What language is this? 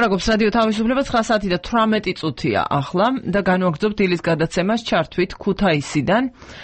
Georgian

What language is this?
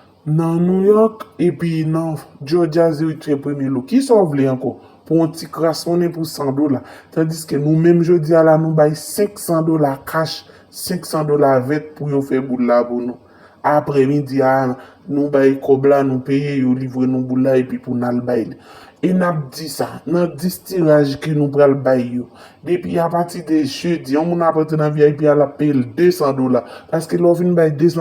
Haitian Creole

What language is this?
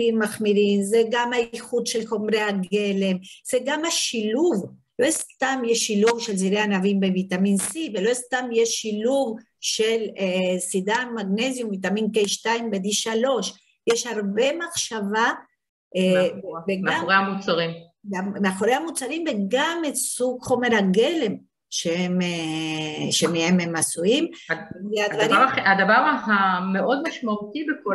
Hebrew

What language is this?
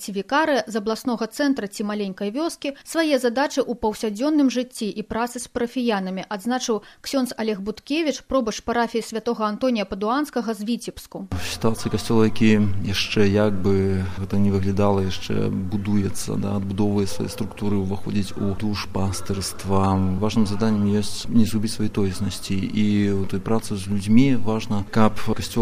Belarusian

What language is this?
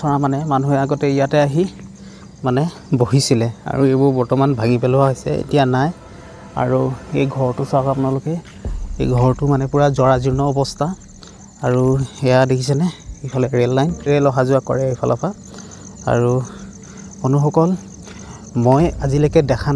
Assamese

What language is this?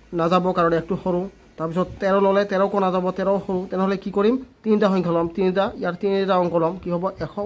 Assamese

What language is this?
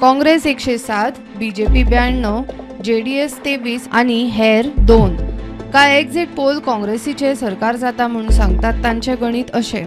Konkani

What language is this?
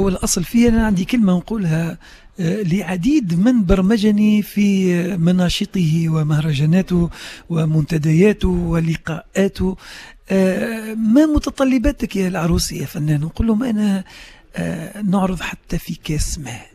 Tunisian Arabic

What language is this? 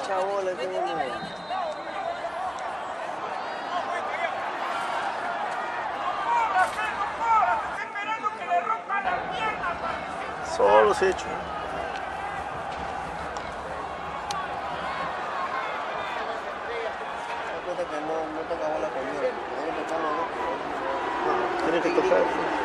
Spanish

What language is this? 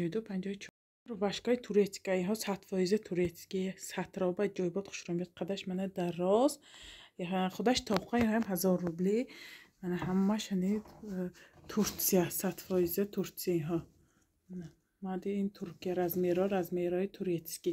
Tajik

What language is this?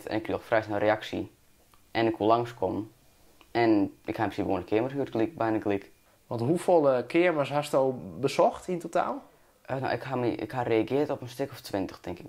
Western Frisian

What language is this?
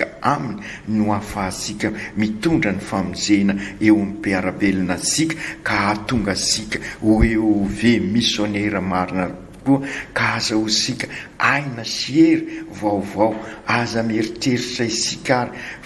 Malagasy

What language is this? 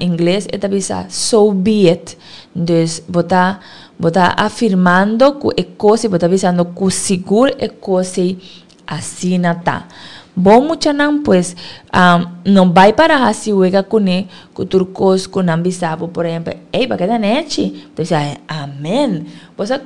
Papiamento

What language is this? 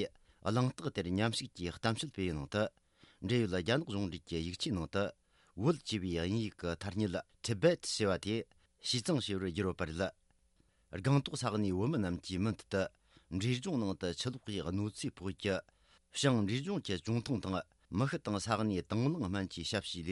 Tibetan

